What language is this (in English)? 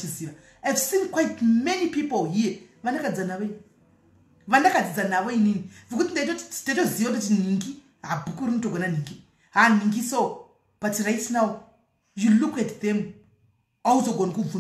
Shona